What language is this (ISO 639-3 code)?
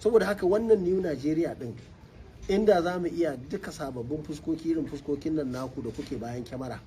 hau